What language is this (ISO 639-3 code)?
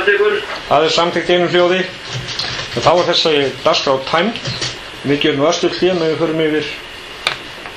isl